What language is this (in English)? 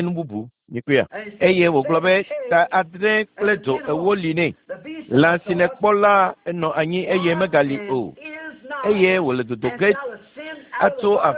Ewe